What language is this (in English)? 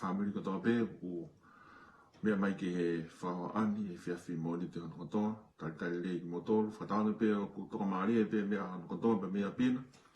Tongan